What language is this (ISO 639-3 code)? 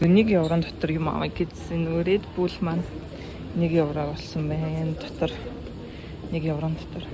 mon